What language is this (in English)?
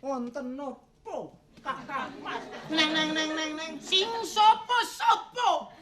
Betawi